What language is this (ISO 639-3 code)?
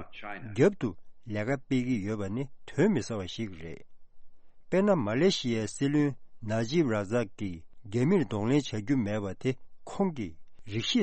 bod